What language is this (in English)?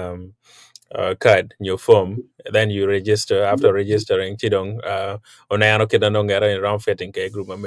Acoli